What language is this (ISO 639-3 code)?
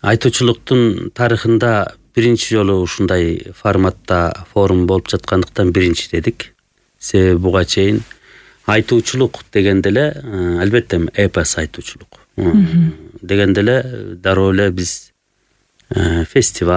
kir